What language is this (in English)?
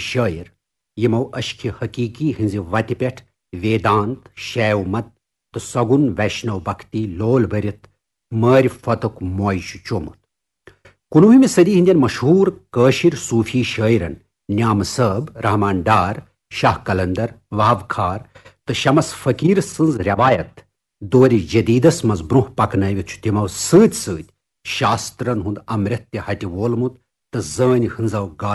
Kashmiri